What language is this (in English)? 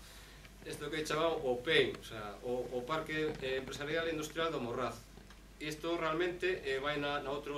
Galician